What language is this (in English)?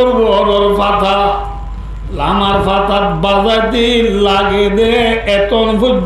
Rohingya